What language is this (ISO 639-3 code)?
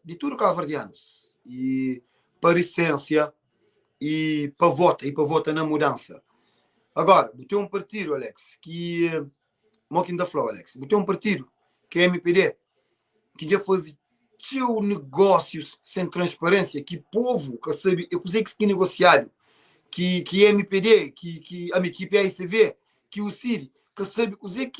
kea